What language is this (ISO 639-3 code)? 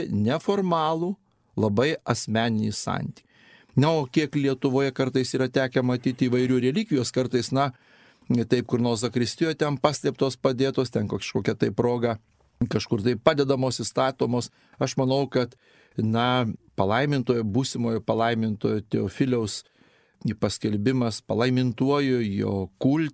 lit